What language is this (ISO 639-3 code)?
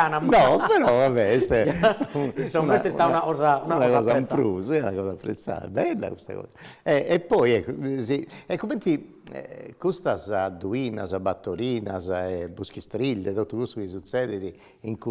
srd